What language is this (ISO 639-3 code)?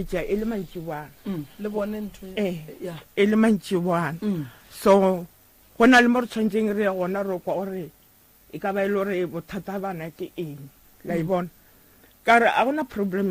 nso